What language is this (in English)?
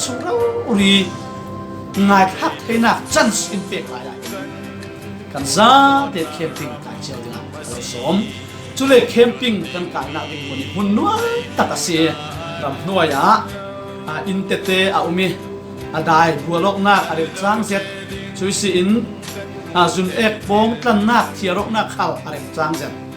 Falam Chin